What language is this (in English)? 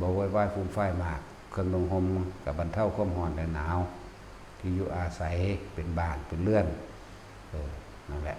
Northeastern Thai